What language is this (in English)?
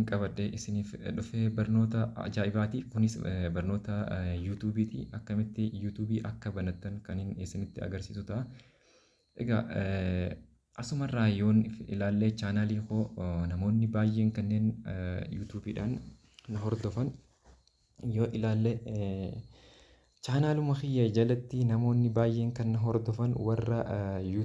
Oromo